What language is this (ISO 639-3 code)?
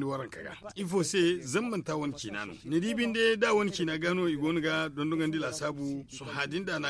dje